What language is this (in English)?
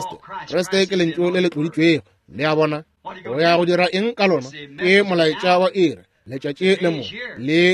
Northern Sotho